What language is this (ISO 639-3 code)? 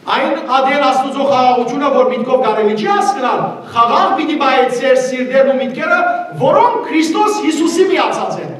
hyw